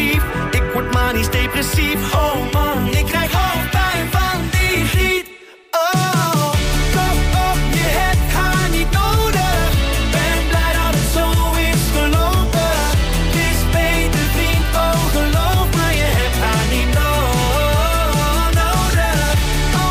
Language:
Dutch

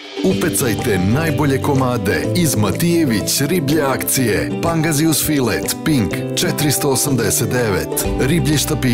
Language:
Serbian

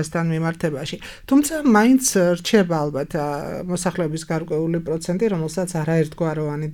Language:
Georgian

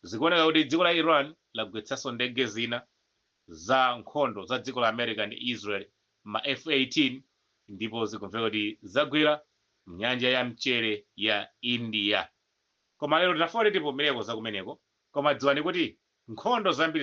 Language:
Nyanja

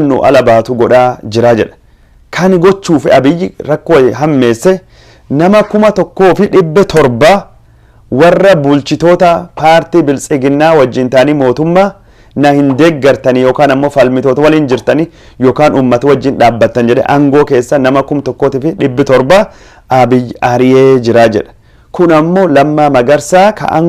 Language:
Oromo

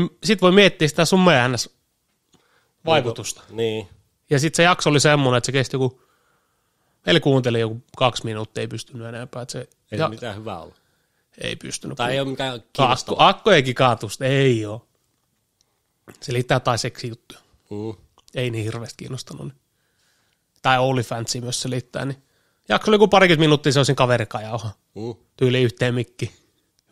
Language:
Finnish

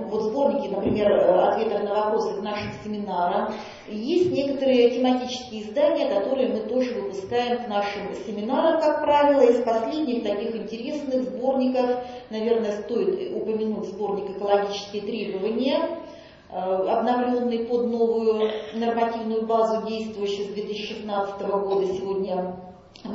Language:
Russian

